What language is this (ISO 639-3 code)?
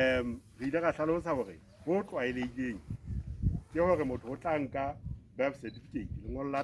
sot